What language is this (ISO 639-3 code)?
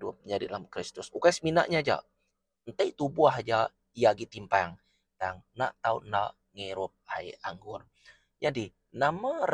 iba